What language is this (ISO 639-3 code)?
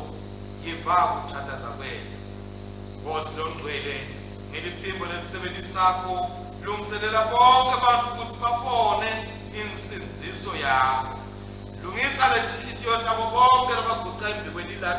ssw